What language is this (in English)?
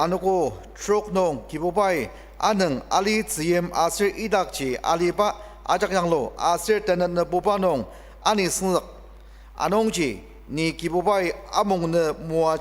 Ao Naga